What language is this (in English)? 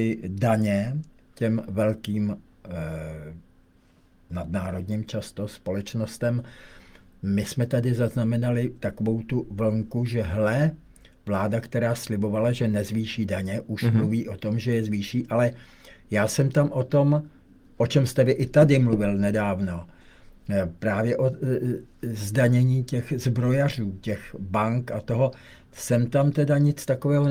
Czech